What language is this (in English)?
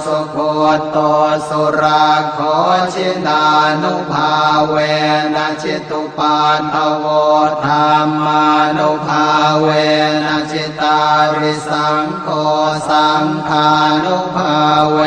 Pali